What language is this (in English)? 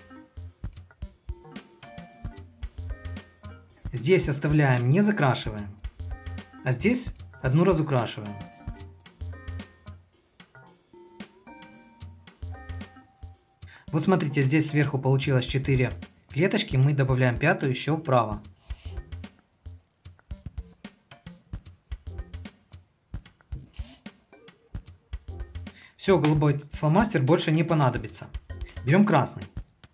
Russian